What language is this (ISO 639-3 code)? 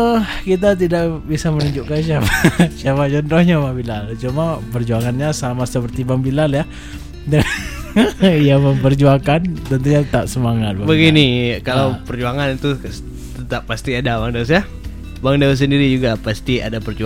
ind